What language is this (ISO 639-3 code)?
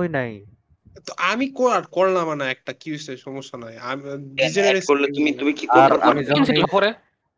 ben